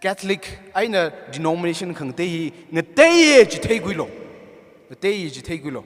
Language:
Tangkhul Naga (India)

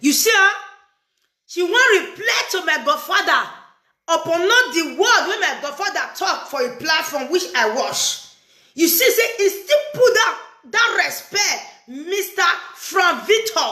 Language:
Nigerian Pidgin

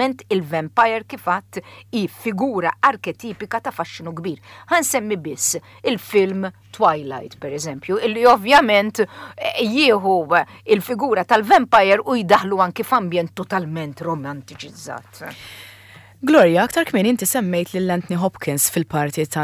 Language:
Maltese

